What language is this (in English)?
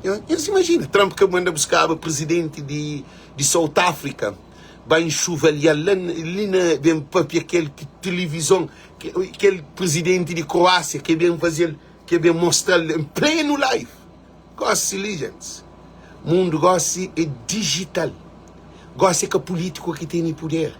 Kabuverdianu